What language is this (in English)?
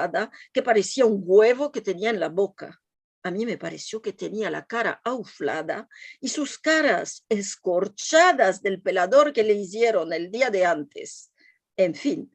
Ladino